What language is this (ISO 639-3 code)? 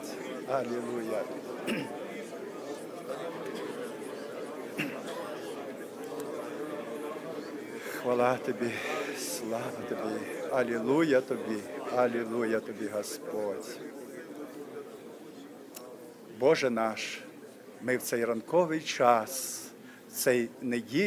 ukr